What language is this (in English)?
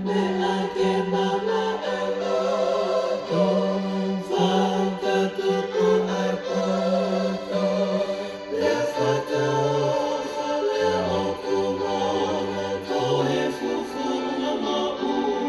Tongan